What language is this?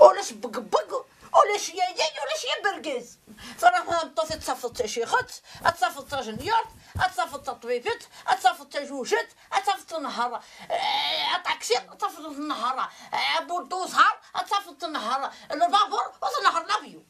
Kabyle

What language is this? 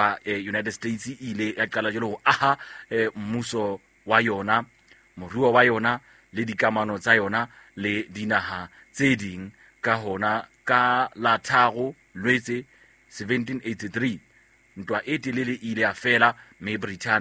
Southern Sotho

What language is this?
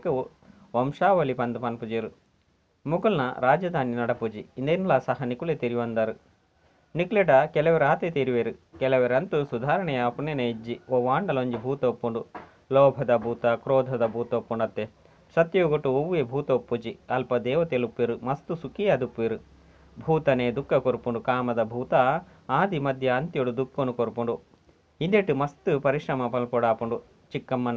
Tulu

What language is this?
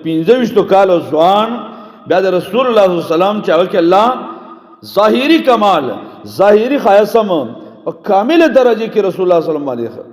Pashto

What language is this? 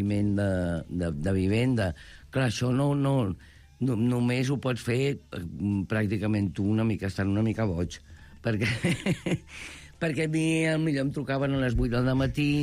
Catalan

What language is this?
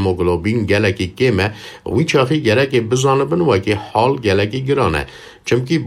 Kurdish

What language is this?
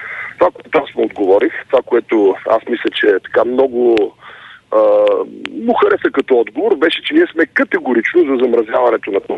Bulgarian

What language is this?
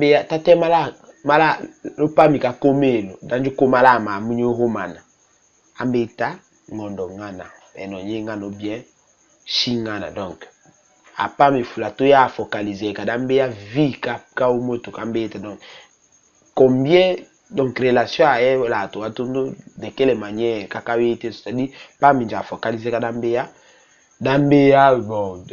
Tetela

